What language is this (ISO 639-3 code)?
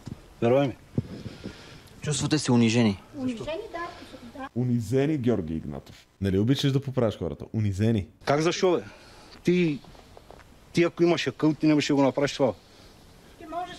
bul